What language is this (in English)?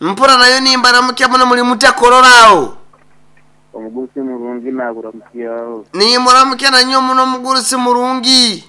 Nyoro